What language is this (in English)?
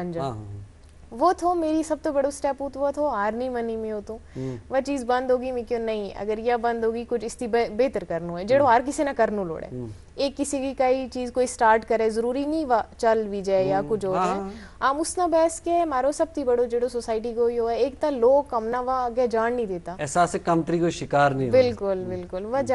Gujari